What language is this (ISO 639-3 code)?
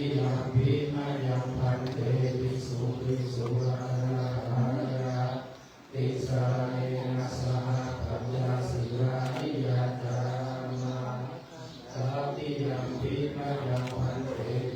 pli